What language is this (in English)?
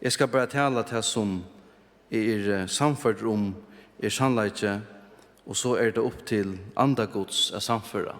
Faroese